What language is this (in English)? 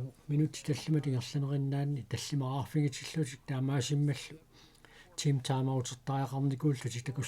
Kalaallisut